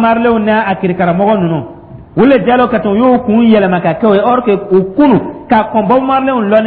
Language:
Dyula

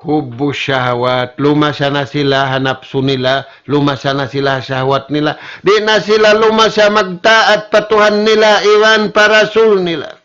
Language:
Tausug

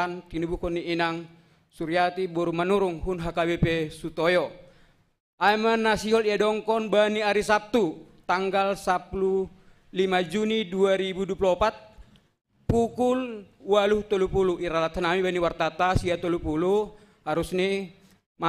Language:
Batak Simalungun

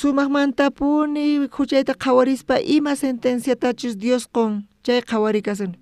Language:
South Bolivian Quechua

